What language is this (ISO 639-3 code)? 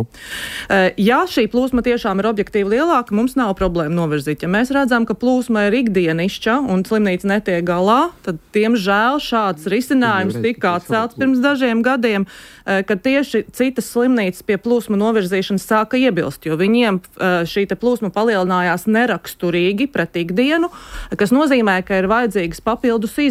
lav